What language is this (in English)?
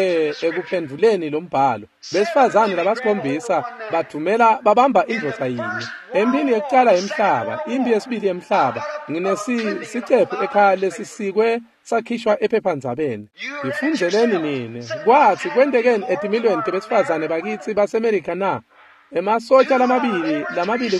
Swati